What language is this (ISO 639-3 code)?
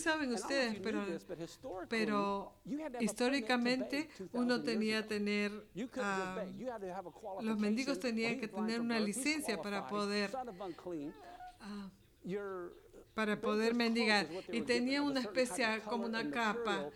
spa